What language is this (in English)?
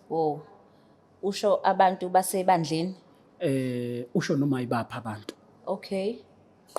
Zulu